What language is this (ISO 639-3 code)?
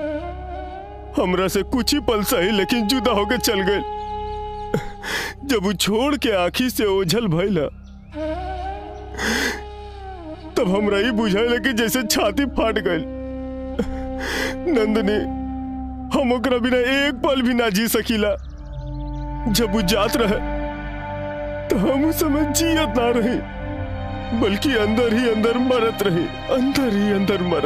bho